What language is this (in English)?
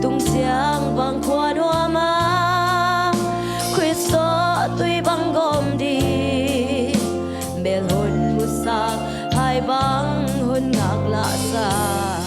Tedim Chin